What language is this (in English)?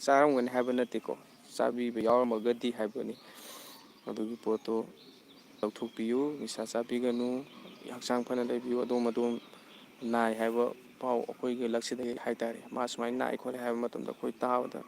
Manipuri